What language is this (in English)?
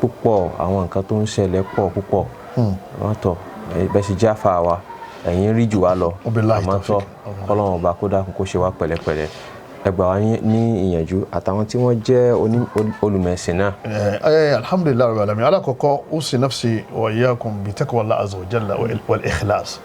Yoruba